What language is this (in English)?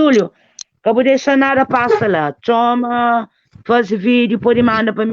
Kabuverdianu